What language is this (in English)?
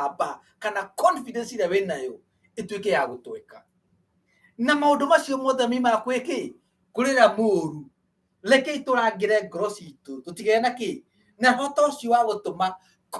Kikuyu